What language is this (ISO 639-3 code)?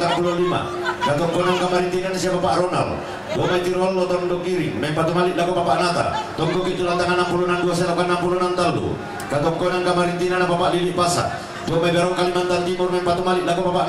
sda